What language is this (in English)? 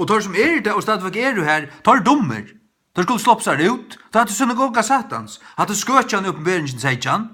Faroese